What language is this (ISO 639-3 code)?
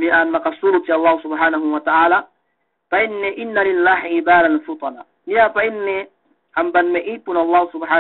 yka